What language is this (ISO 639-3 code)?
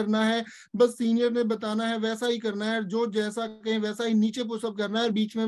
hin